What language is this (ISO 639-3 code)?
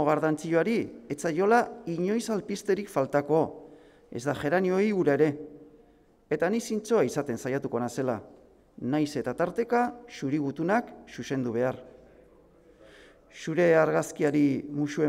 eus